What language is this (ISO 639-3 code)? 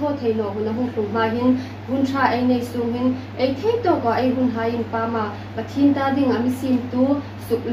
hmr